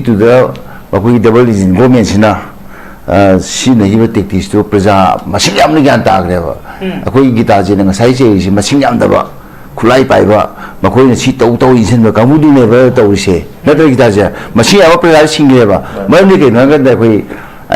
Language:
Manipuri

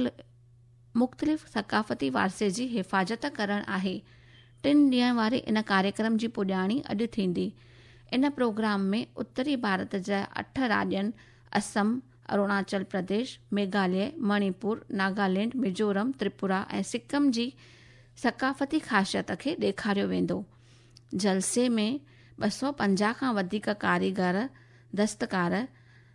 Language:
Sindhi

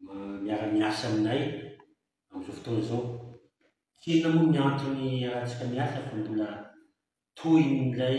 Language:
Malagasy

